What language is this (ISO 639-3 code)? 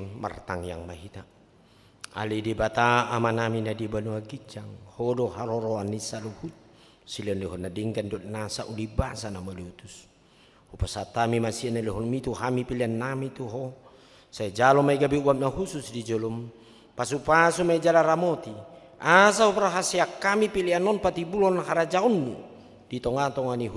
bbc